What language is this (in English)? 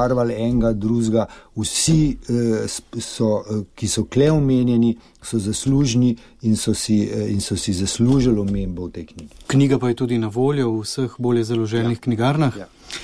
Slovenian